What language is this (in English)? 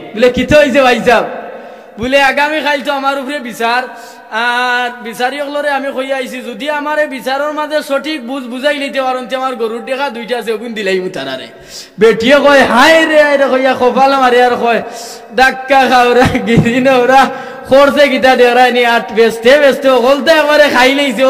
Sylheti